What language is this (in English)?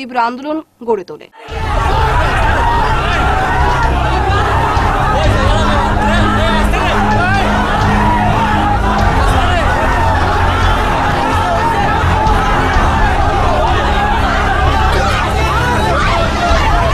Bangla